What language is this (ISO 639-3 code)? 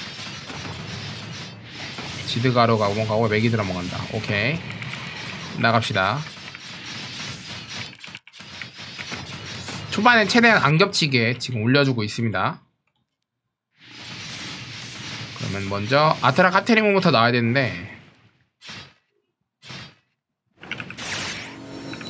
kor